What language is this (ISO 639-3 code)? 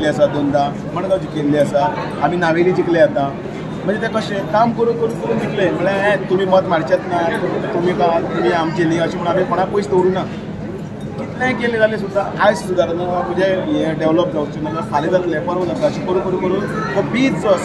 kok